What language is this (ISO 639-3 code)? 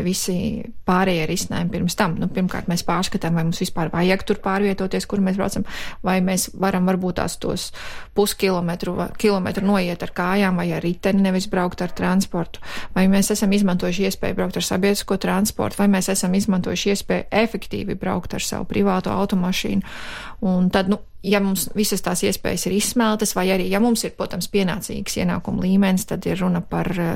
lav